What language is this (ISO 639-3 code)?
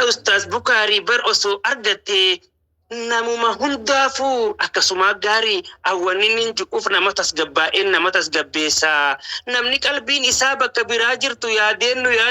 orm